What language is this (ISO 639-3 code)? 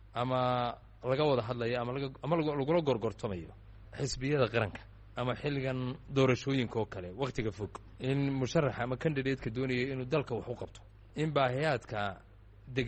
som